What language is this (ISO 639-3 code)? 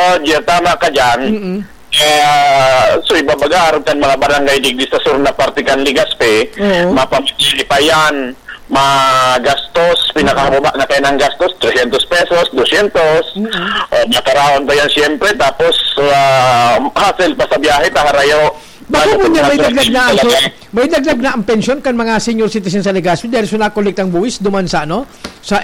bik